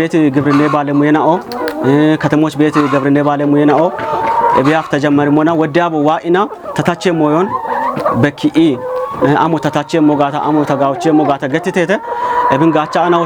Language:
Kafa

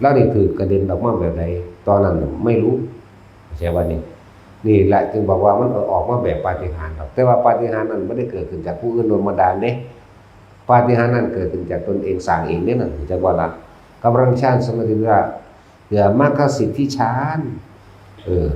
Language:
Northeastern Thai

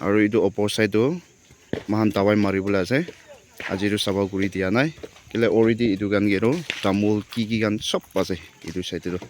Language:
Naga Pidgin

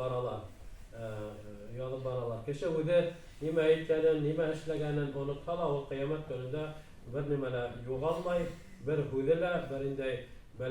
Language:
Bashkir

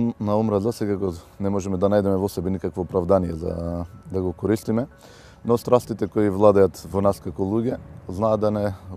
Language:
Macedonian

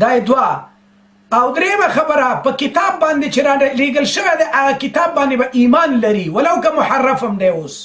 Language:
Pashto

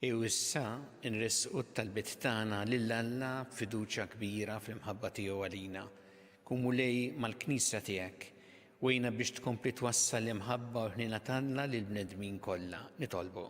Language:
Maltese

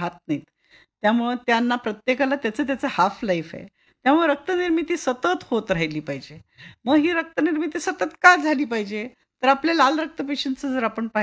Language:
Marathi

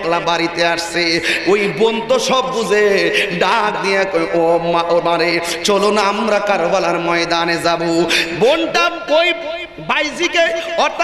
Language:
Bangla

